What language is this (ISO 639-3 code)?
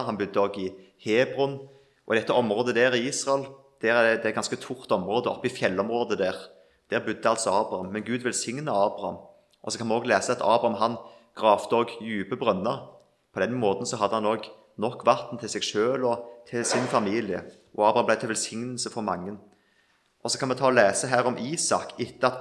nor